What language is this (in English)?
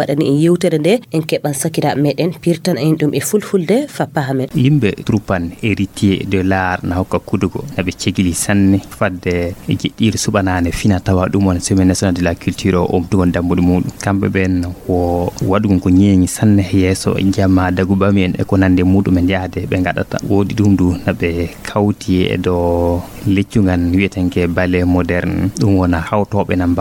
Fula